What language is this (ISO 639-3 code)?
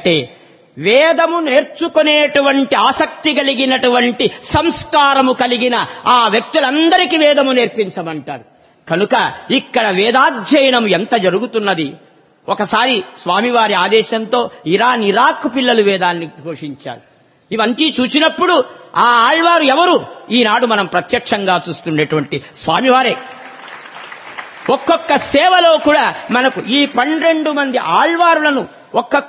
tel